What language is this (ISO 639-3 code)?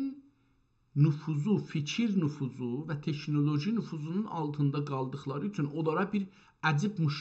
azb